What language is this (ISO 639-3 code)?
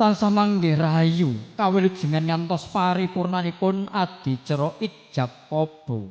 jav